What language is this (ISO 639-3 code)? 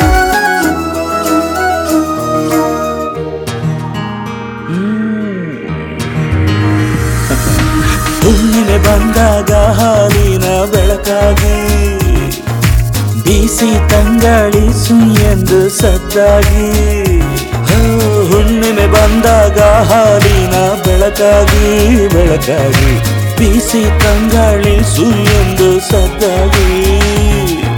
kan